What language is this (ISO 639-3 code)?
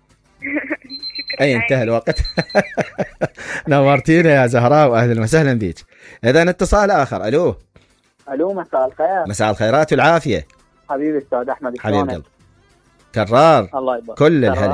acm